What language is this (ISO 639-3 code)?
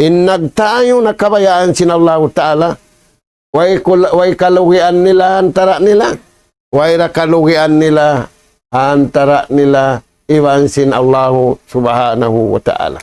tsg